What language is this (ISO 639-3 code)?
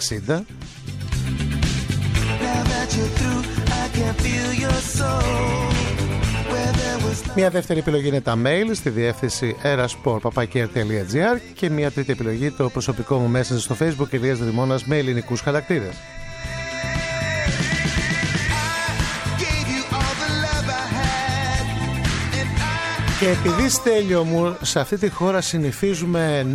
ell